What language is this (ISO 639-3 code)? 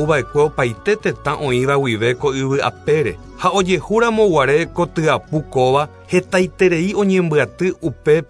grn